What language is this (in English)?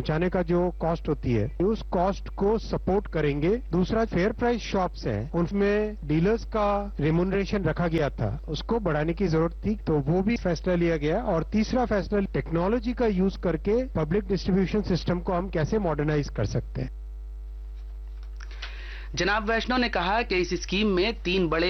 Urdu